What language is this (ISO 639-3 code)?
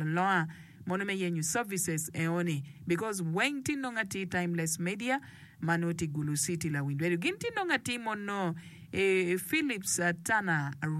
ach